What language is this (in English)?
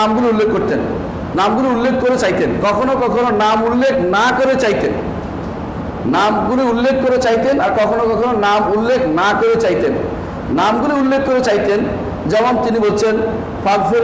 Bangla